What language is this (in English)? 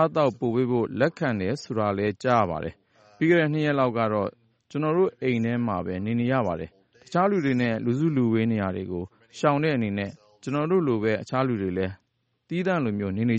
Burmese